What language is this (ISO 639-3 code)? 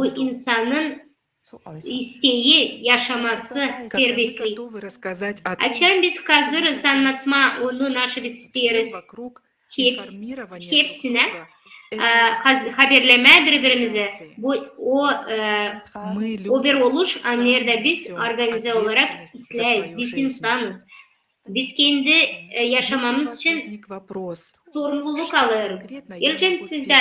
gag